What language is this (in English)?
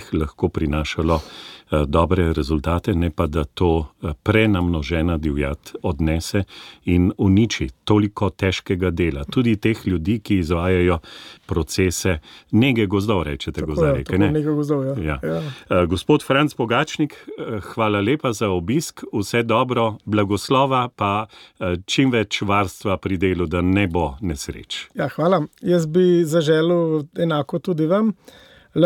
Slovenian